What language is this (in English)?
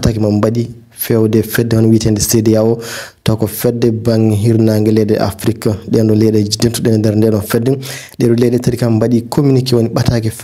Fula